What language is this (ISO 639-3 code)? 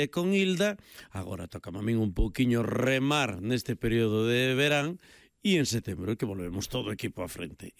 glg